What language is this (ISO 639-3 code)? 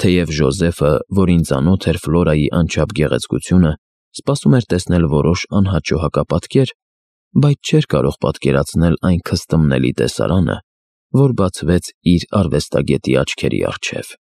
hye